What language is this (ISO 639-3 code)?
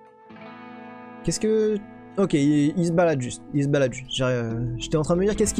fra